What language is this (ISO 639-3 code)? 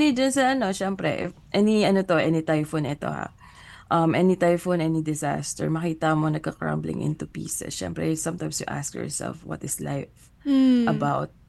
fil